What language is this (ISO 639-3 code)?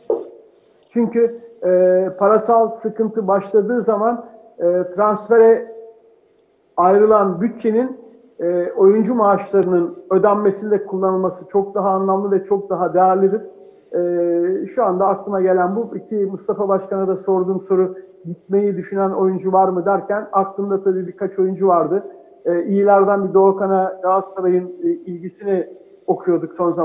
tur